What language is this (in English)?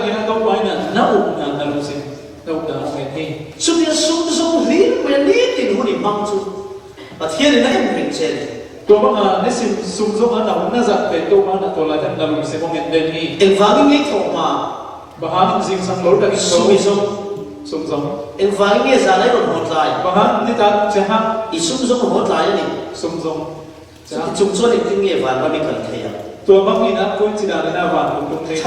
Falam Chin